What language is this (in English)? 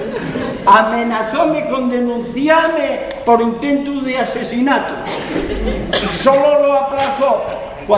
Asturian